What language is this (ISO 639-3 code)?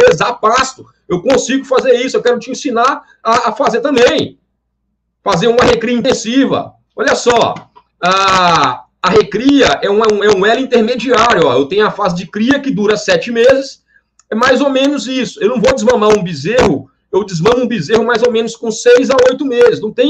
por